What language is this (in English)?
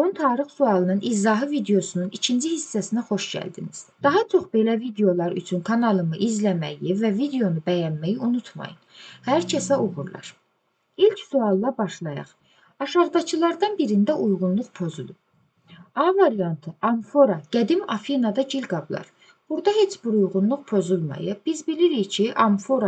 Azerbaijani